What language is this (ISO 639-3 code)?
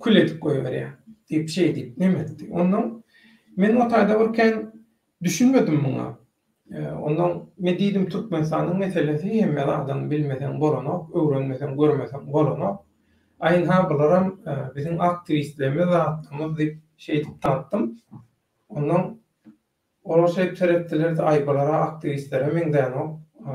tuk